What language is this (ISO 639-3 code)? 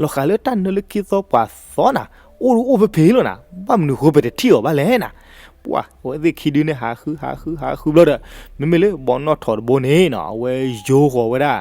ksw